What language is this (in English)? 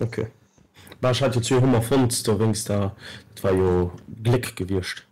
Luxembourgish